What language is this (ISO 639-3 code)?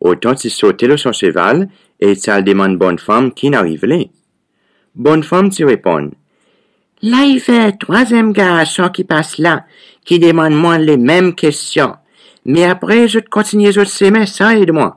crs